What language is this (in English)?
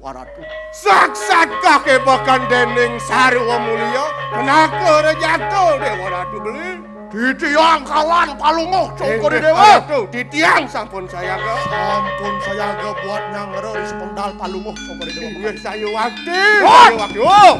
Balinese